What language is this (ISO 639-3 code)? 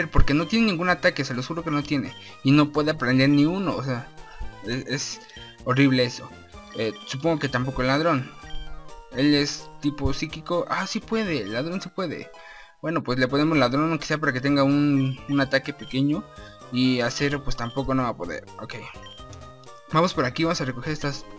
spa